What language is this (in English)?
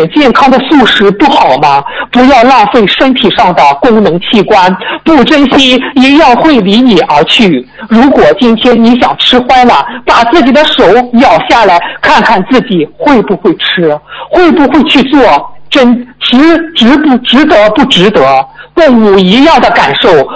Chinese